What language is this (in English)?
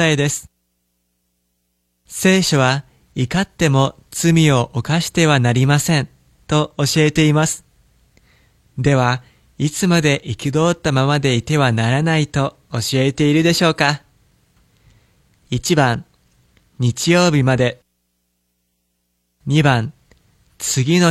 Japanese